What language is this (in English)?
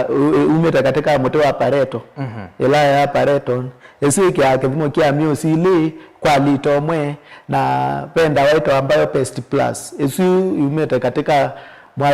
Kamba